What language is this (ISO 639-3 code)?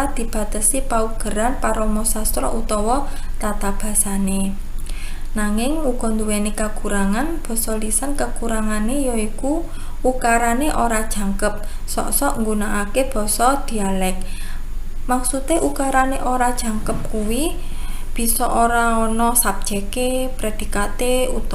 jav